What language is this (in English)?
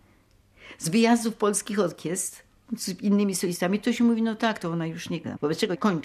Polish